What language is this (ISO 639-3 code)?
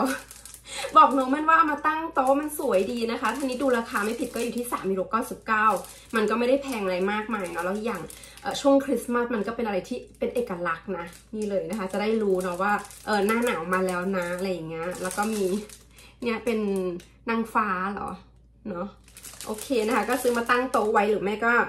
tha